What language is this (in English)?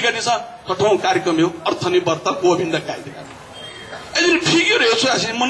Newari